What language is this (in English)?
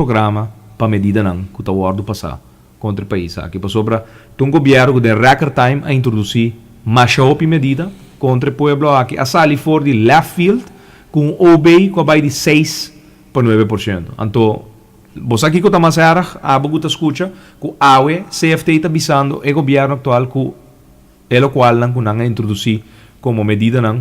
Papiamento